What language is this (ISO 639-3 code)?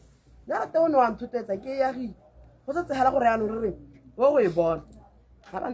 tsn